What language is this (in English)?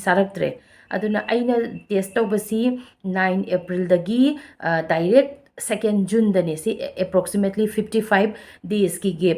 Manipuri